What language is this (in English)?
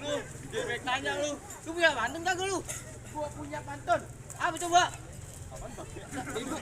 Betawi